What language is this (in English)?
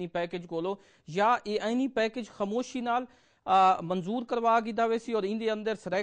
Saraiki